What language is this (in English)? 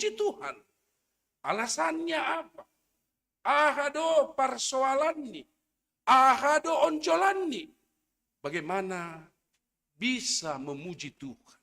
Batak Simalungun